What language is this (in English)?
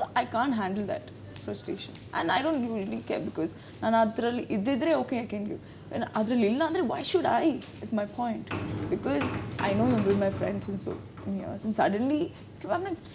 Kannada